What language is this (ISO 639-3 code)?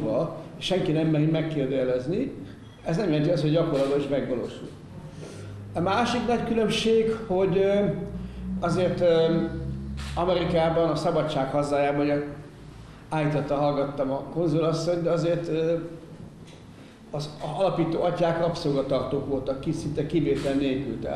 hun